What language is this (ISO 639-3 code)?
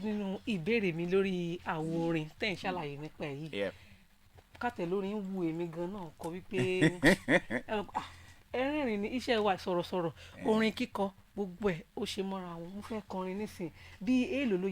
yor